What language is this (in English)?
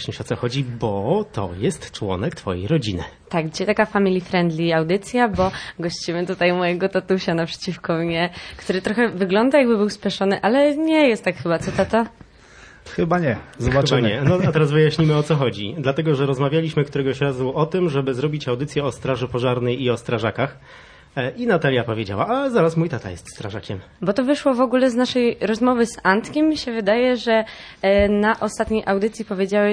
Polish